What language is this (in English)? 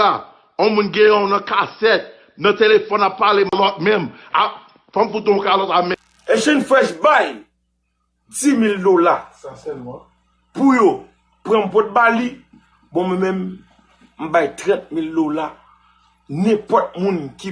Haitian Creole